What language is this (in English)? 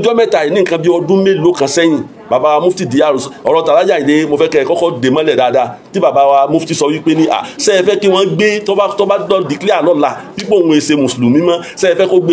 Yoruba